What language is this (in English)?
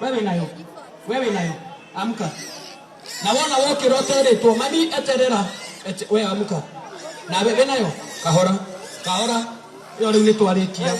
Kikuyu